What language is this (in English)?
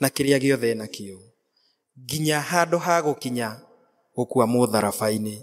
Kikuyu